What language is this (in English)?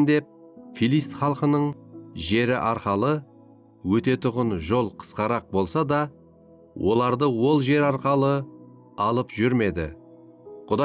Kara-Kalpak